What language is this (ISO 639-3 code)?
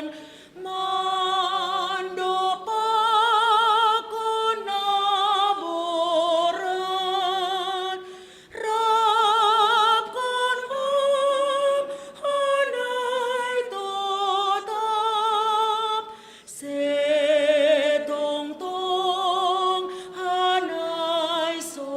bts